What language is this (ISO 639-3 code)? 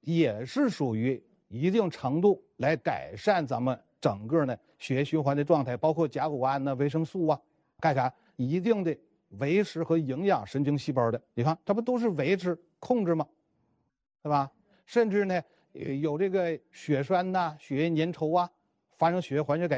zho